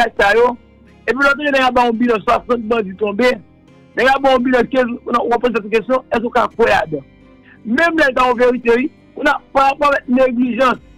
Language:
Haitian Creole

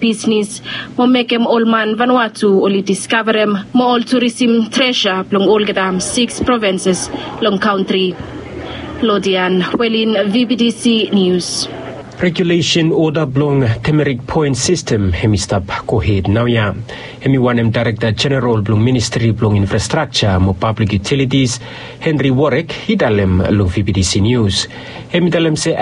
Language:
Bislama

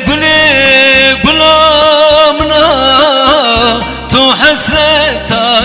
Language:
Zaza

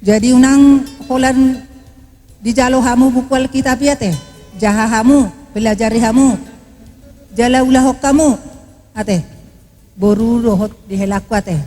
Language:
Batak Toba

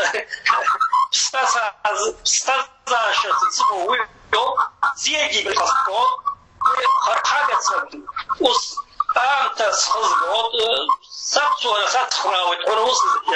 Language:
Abkhazian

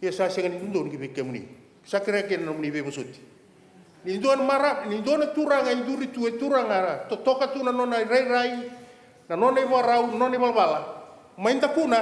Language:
Fijian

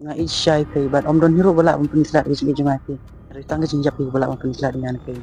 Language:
Khasi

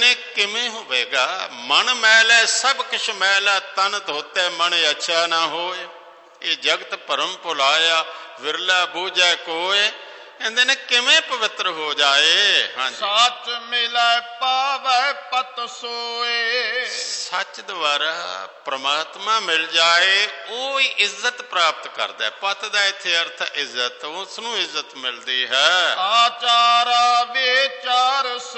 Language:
Punjabi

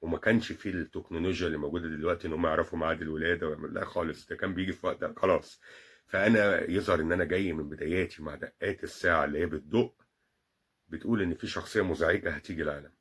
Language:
Egyptian Arabic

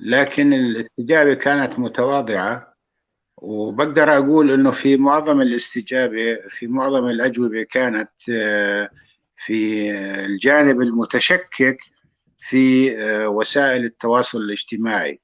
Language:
North Levantine Arabic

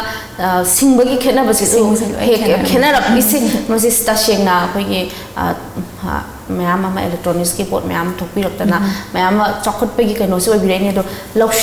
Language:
Manipuri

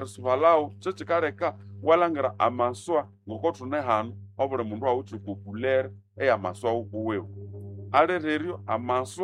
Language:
Nande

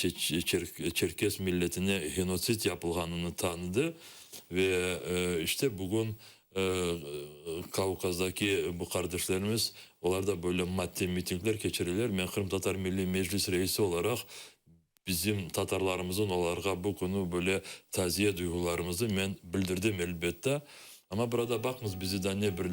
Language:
Crimean Tatar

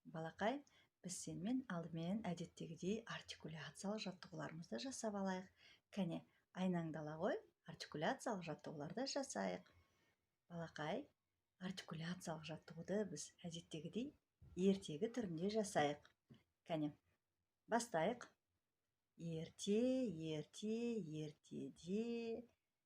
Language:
Kazakh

